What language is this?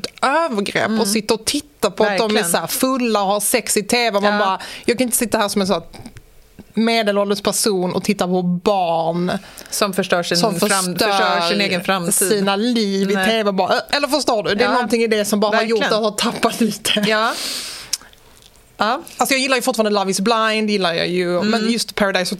Swedish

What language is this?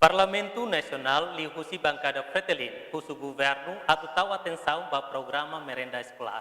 Tetum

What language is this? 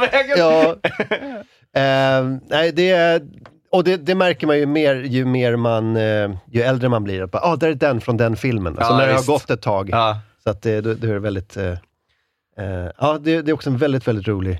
Swedish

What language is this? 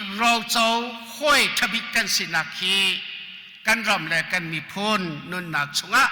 Hakha Chin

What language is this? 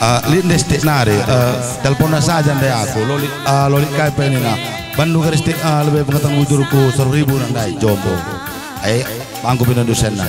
Batak Karo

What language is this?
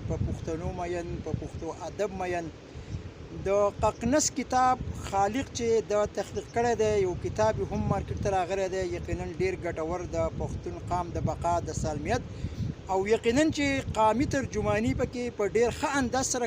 Pashto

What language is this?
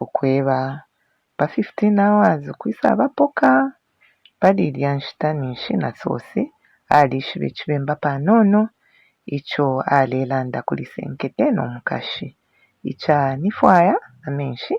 Bemba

